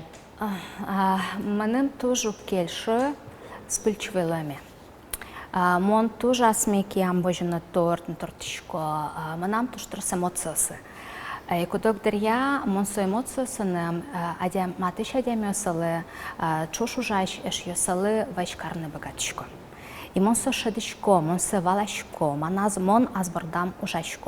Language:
Udmurt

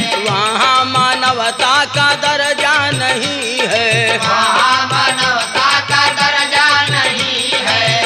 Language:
Bhojpuri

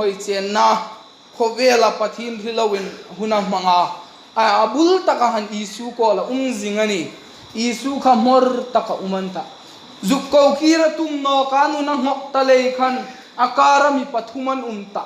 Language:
Hmar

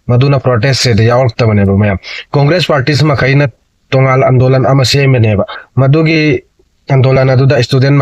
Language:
Manipuri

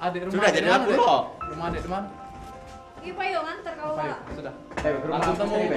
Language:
Musi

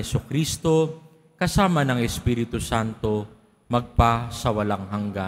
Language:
Filipino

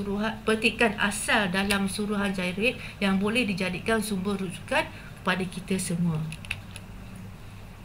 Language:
Malay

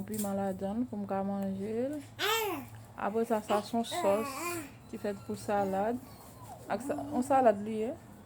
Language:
Haitian Creole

